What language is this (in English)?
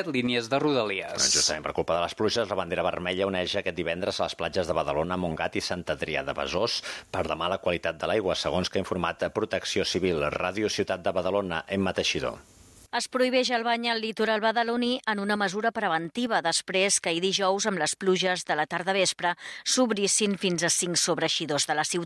Catalan